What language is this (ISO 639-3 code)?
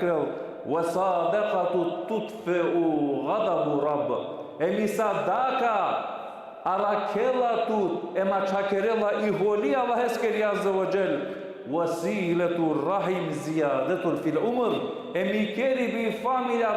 rmn